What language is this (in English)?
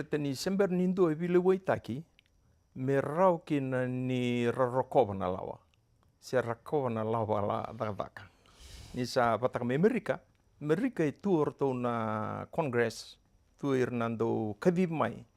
Fijian